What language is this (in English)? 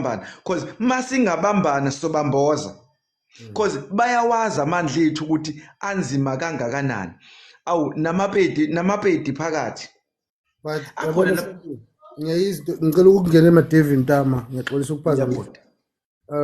Zulu